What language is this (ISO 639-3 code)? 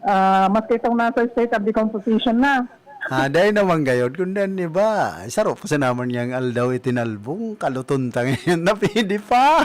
bik